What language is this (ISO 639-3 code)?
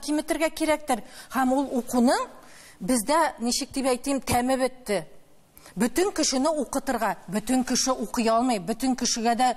tat